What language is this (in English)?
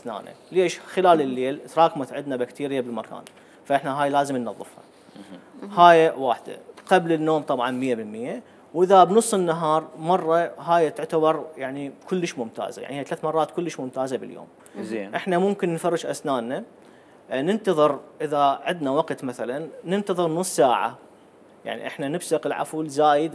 Mesopotamian Arabic